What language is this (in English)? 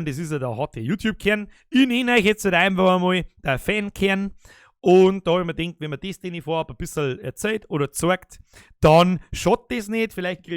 Bavarian